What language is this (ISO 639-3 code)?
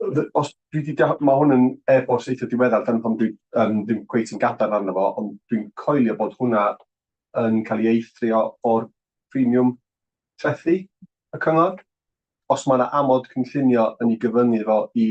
cym